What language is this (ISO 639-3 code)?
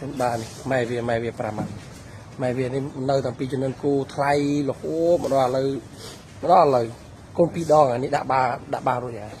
khm